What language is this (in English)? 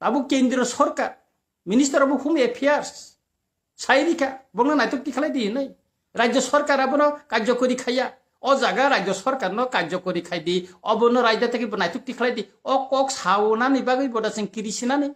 Kok Borok